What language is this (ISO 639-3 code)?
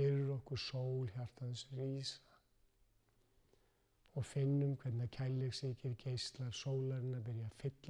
isl